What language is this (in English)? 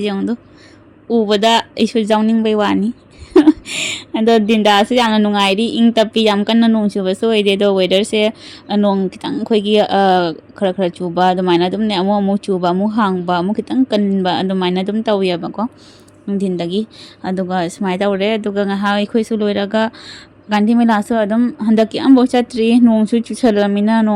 Manipuri